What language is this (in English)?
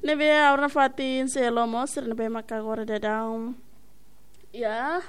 Tetum